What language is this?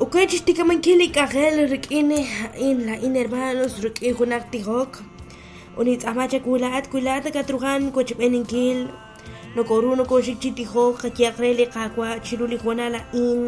Kekchí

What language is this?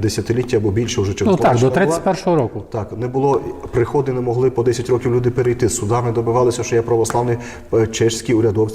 Rusyn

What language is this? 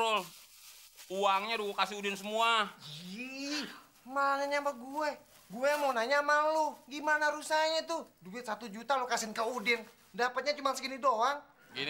Betawi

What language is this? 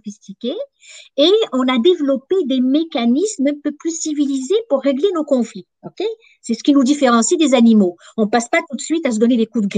French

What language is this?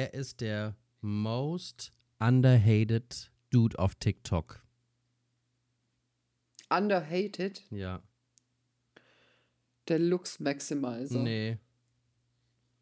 German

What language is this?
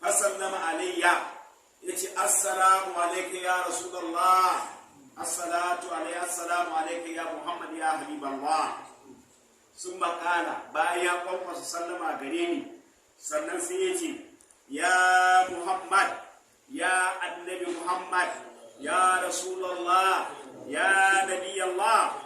Hausa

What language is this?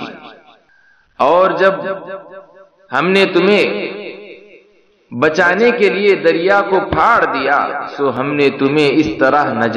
Urdu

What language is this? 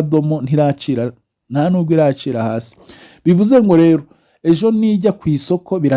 Kinyarwanda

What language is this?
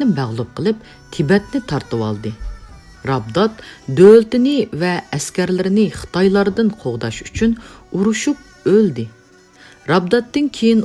Uyghur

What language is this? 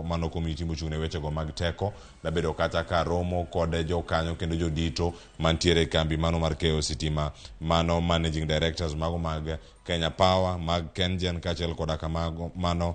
Luo (Kenya and Tanzania)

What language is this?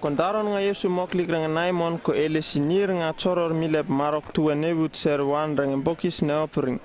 Uripiv-Wala-Rano-Atchin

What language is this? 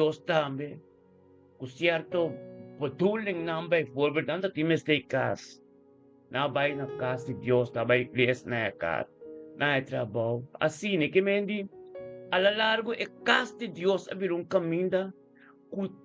Papiamento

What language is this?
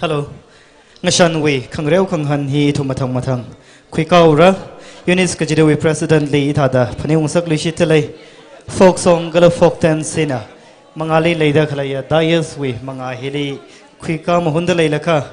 Tangkhul Naga (India)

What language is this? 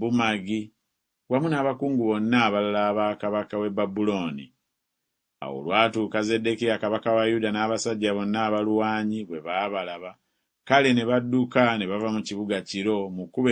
Ganda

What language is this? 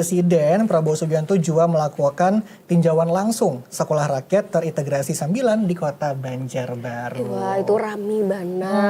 Banjar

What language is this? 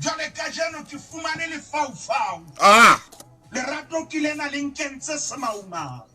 Southern Sotho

